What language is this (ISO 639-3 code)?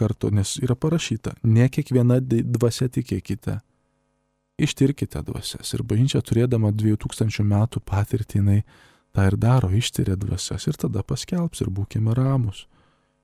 lit